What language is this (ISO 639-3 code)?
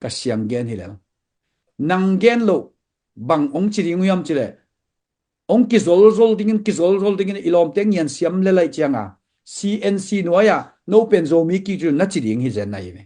ctd